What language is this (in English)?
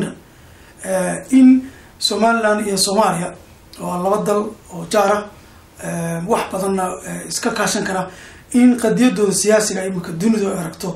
Somali